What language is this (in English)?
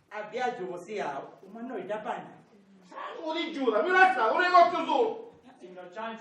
Sicilian